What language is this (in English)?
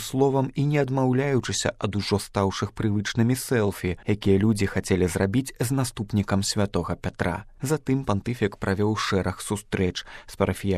Belarusian